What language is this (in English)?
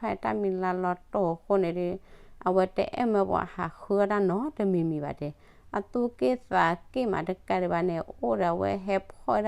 S'gaw Karen